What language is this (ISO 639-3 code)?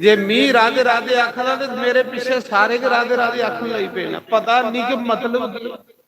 doi